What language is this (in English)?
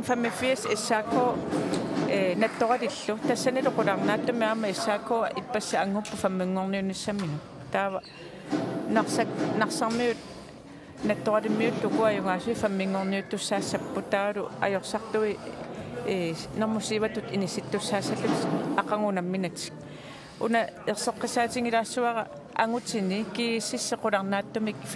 Kalaallisut